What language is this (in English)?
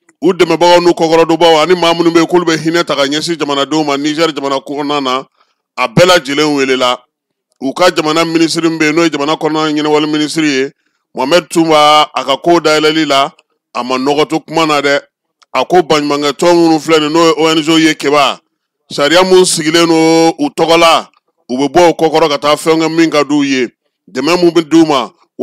Bambara